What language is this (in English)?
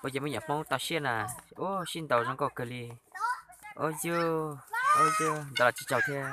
Hmong